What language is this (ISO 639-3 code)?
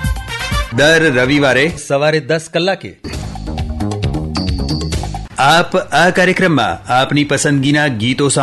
guj